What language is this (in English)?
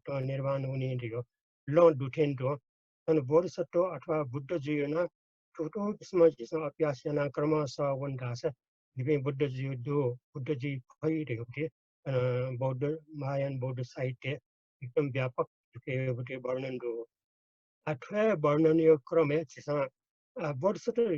Newari